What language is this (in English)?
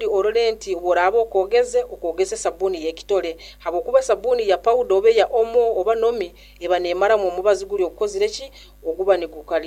Nyoro